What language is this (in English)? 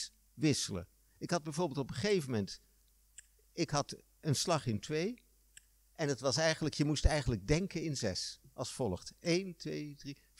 Dutch